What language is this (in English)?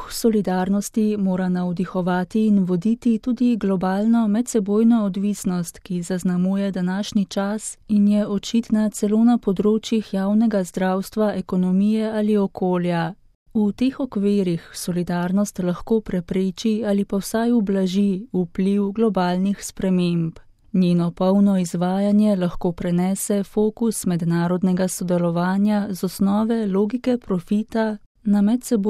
Slovenian